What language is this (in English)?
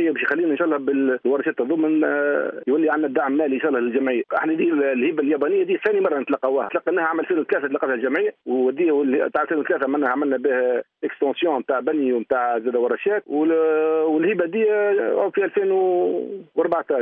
Tunisian Arabic